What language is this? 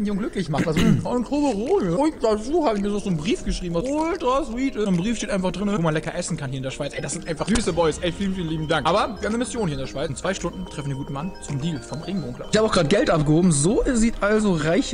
Swiss German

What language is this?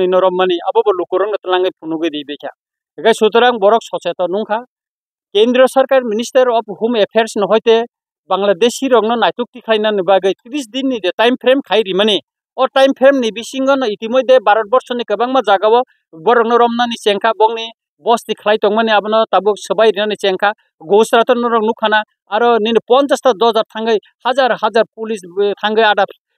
Kok Borok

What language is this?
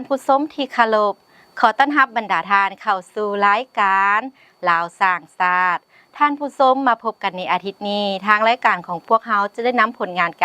Lao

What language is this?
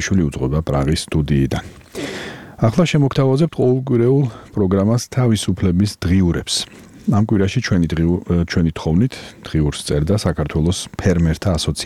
Georgian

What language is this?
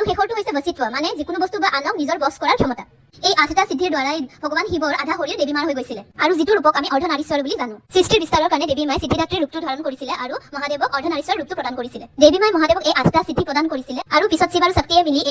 Assamese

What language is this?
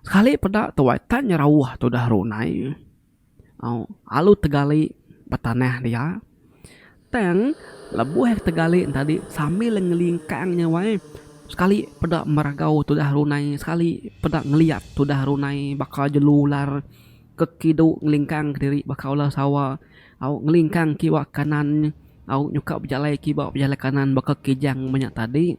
Iban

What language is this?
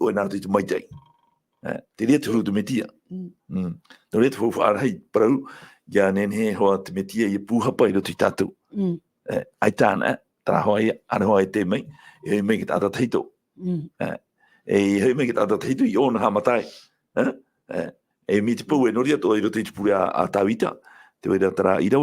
Tahitian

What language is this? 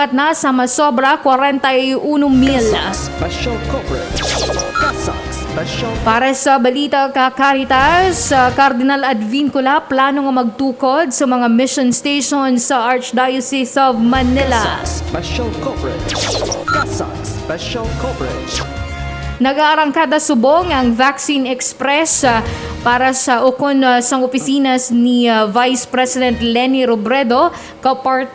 Hiligaynon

